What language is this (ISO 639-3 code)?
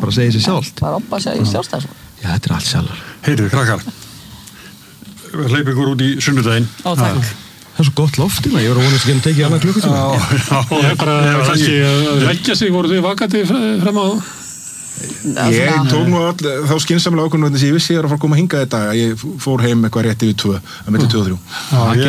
isl